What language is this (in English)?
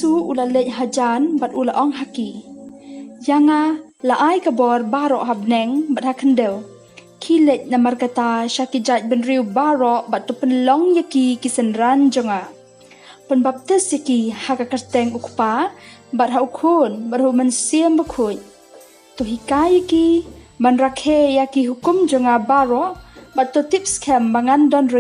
Khasi